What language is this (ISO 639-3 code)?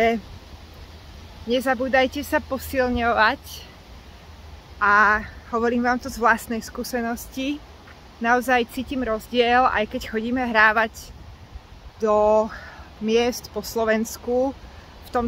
slk